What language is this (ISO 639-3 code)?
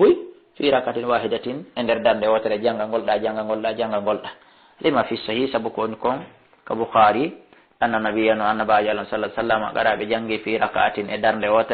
ful